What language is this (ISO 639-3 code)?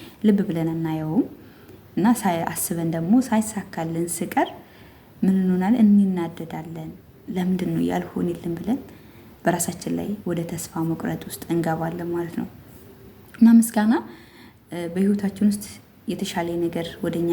amh